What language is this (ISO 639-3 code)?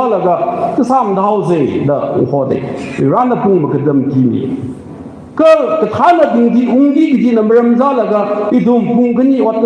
nmf